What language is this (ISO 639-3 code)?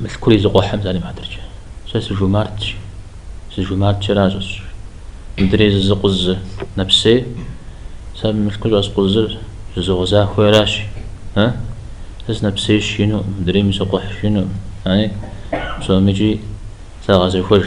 kbd